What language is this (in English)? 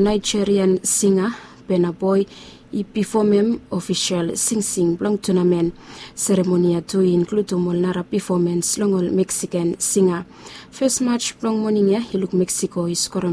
Bislama